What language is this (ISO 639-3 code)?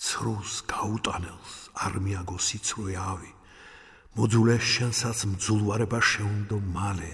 kat